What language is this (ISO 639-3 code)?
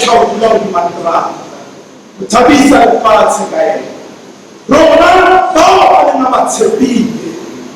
sot